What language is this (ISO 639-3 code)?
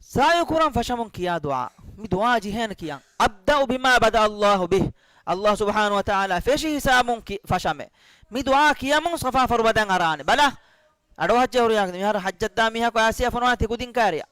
div